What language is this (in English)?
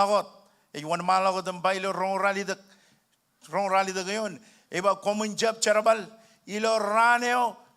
Marshallese